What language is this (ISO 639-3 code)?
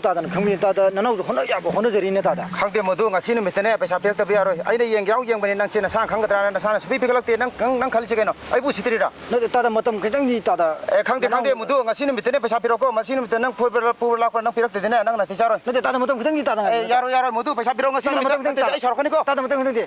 mni